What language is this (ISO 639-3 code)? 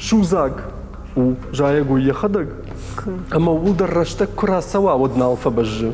oss